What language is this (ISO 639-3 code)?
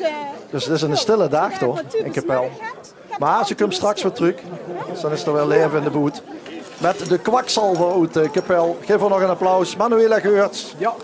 lim